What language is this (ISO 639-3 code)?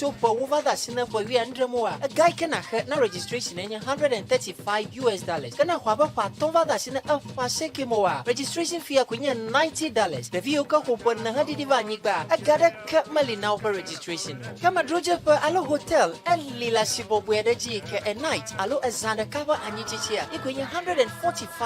ewe